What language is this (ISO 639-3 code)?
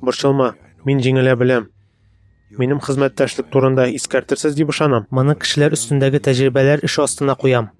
tat